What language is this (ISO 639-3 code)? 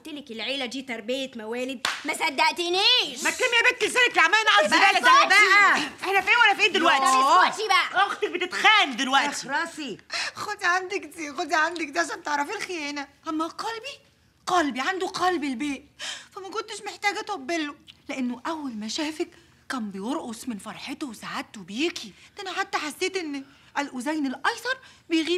arz